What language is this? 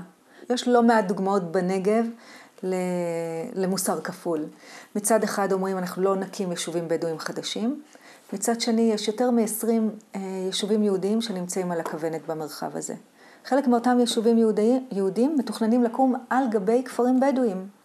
Hebrew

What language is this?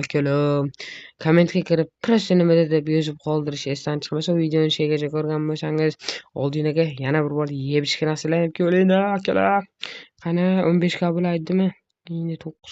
Uzbek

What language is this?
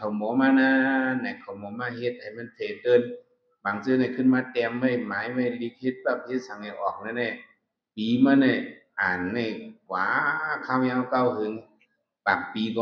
Shan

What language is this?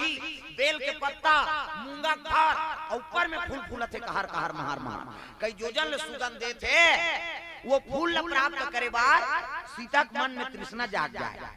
Chhattisgarhi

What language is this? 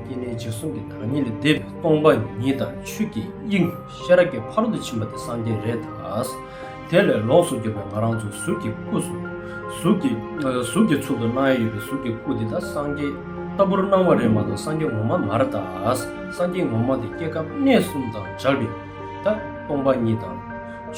Tibetan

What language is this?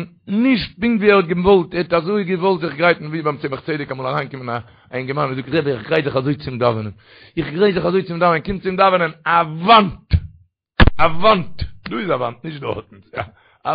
Yiddish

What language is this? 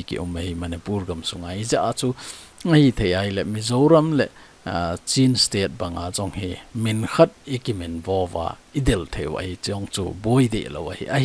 Thado Chin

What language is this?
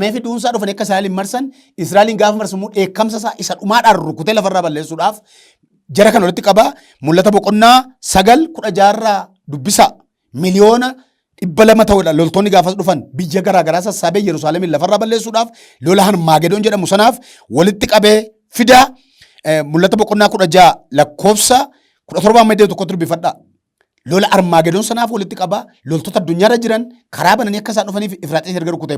Oromo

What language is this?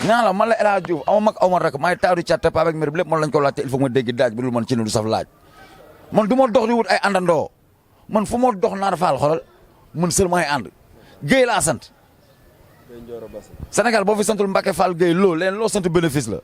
Wolof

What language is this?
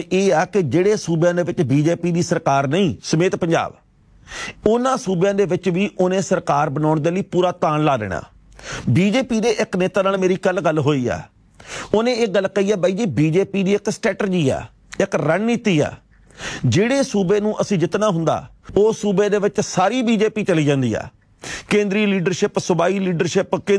Punjabi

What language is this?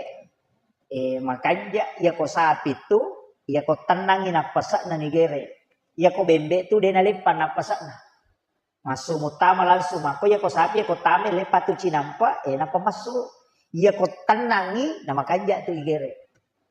Buginese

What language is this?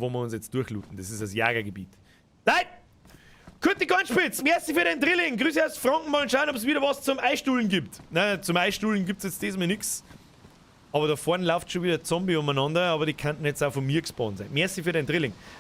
Bavarian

